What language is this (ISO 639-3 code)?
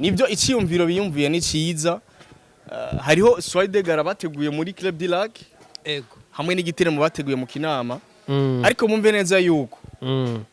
run